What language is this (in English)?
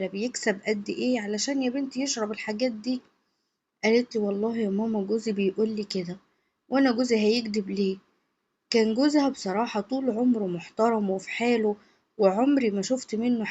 Egyptian Arabic